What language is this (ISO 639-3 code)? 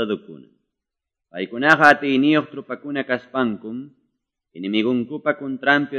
que